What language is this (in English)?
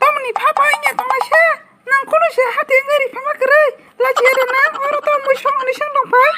Kok Borok